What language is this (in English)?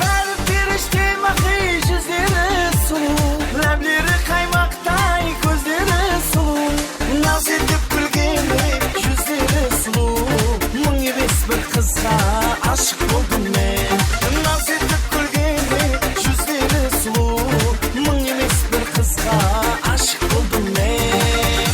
Kara-Kalpak